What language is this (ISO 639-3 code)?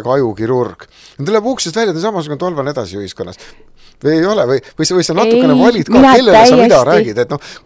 est